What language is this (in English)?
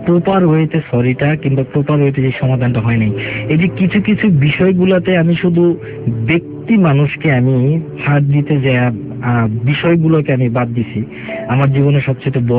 Bangla